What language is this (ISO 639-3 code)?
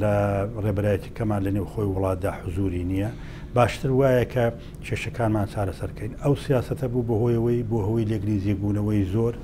ckb